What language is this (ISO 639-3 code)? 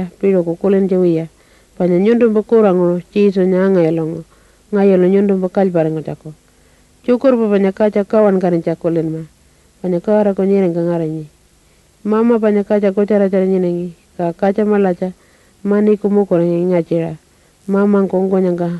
pjt